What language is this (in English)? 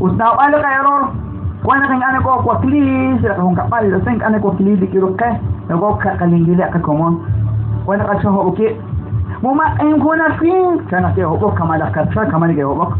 Kekchí